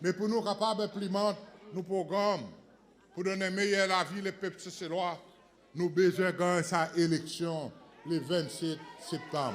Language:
Seselwa Creole French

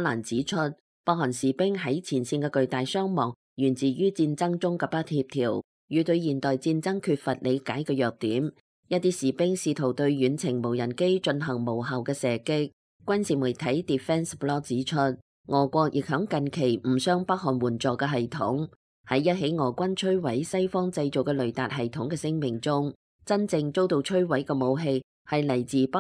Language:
Cantonese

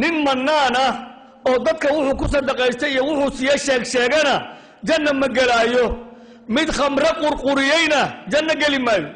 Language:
Somali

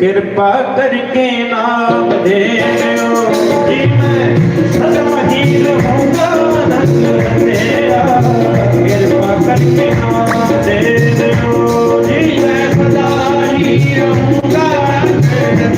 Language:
Dogri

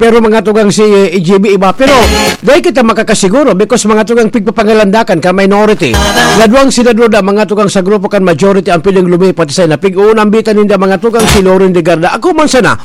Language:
Bikol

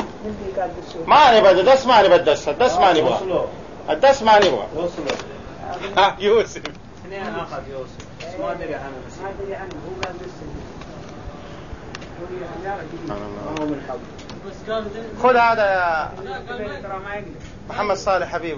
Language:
Malay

